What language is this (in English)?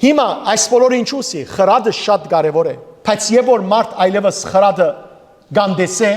Western Armenian